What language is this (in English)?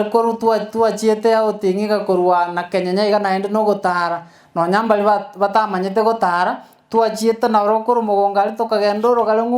Gusii